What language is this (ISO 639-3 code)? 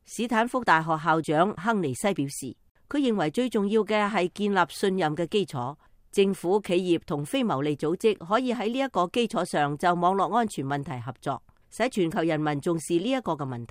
yue